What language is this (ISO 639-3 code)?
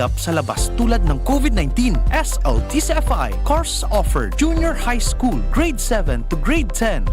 bik